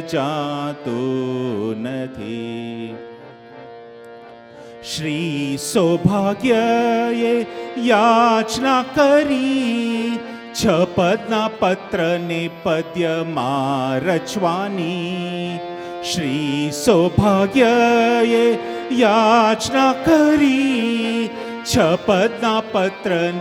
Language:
Gujarati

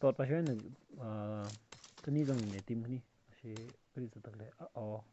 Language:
Tangkhul Naga (India)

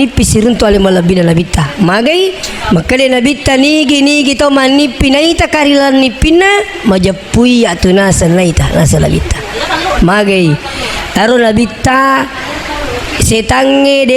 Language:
Buginese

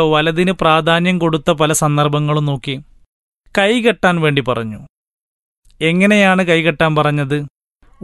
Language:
Malayalam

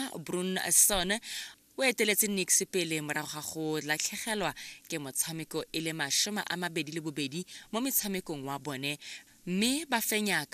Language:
Tswana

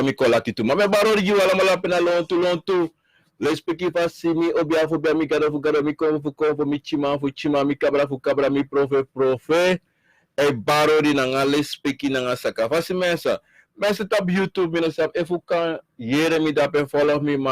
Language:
Sranan Tongo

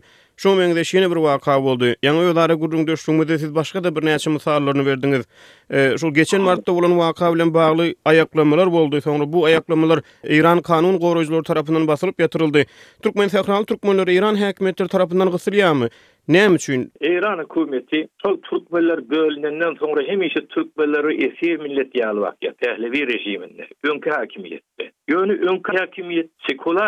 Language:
Turkmen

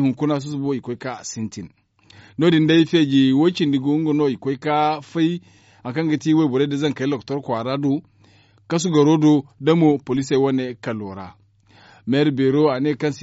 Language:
Zarma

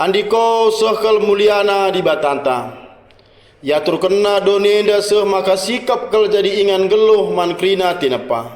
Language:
Batak Karo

